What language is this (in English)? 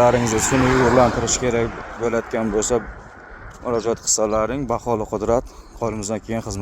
Uzbek